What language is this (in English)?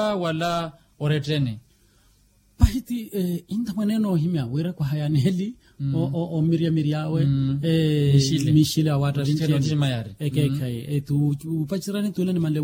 Makhuwa